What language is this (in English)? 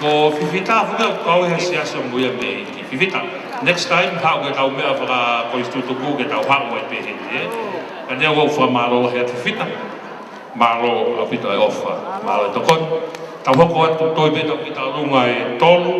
Tongan